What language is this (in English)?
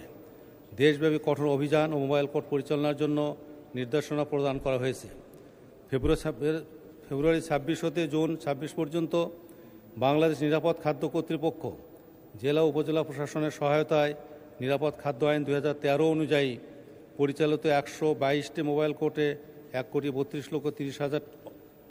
Bangla